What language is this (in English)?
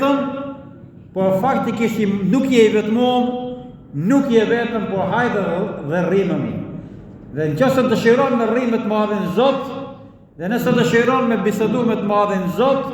Albanian